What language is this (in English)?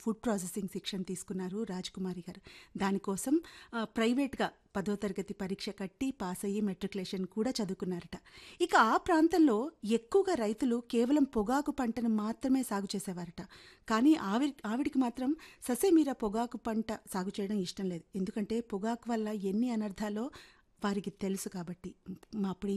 Telugu